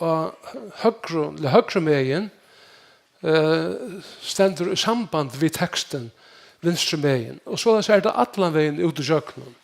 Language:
Faroese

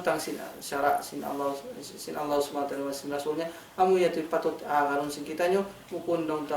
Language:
Tausug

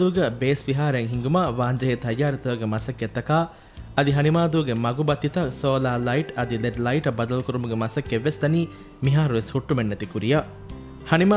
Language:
Divehi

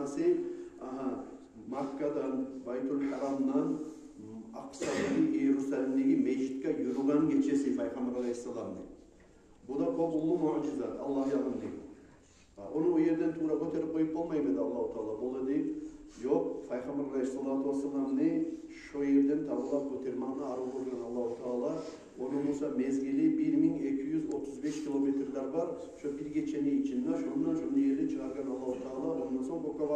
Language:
Kumyk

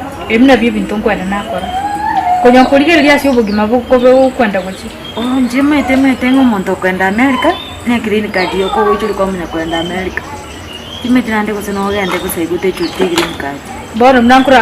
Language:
Gusii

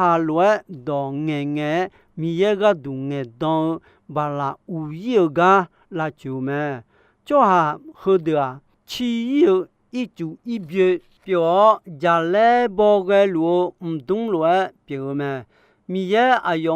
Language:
Akha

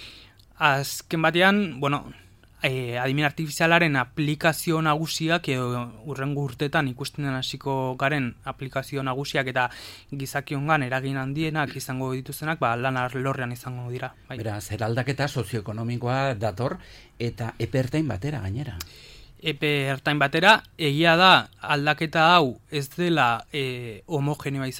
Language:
Basque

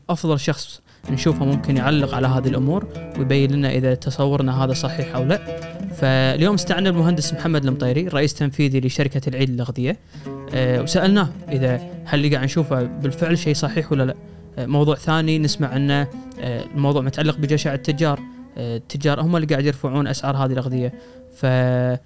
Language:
Gulf Arabic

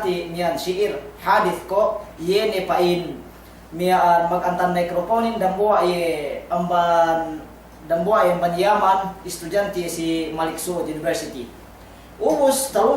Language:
Yakan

